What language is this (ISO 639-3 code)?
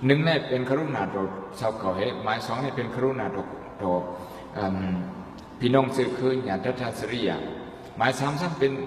shn